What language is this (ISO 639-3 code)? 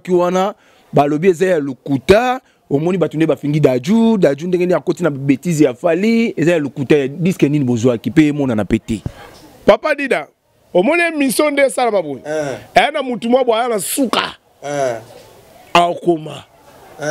lin